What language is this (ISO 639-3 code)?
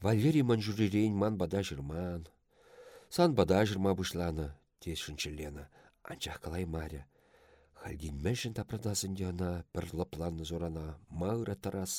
chv